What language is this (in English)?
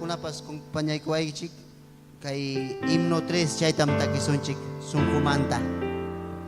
Ayacucho Quechua